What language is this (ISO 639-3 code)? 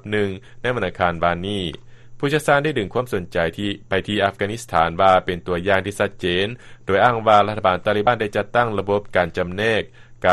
lao